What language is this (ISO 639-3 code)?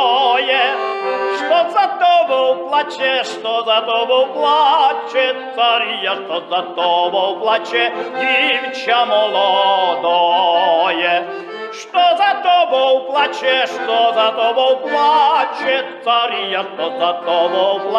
rue